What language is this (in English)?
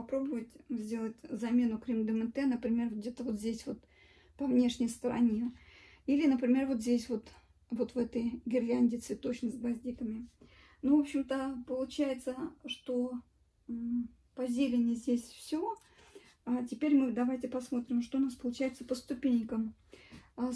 Russian